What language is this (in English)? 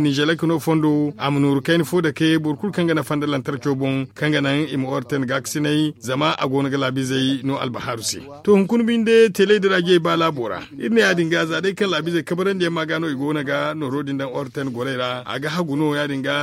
Zarma